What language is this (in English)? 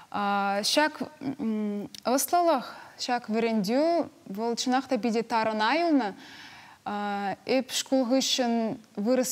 Chuvash